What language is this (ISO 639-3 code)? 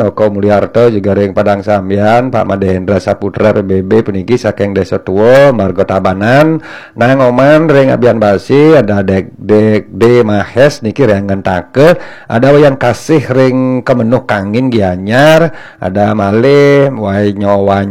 ban